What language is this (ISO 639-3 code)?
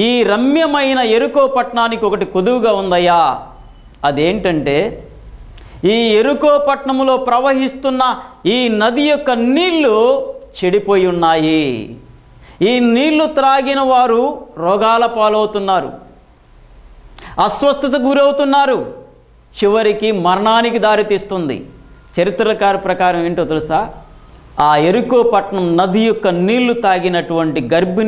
tel